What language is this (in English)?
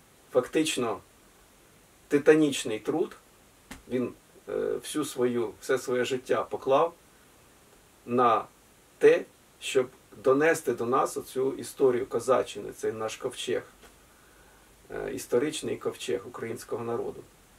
Ukrainian